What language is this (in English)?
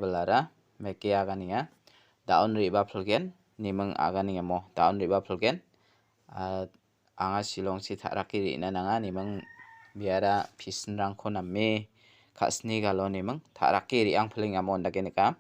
Garo